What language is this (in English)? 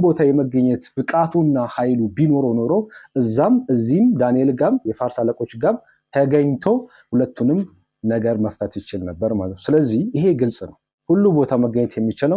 Amharic